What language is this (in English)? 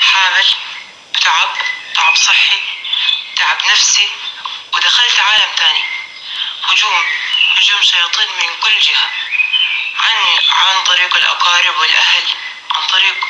North Levantine Arabic